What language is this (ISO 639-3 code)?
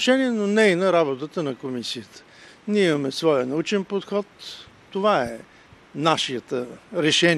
mkd